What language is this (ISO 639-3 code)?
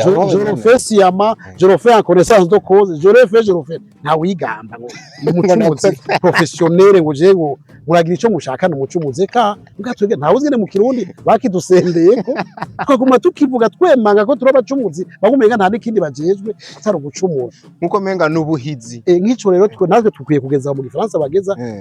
run